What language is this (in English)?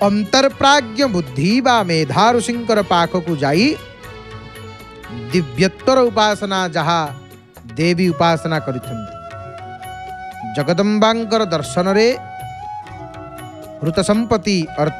Odia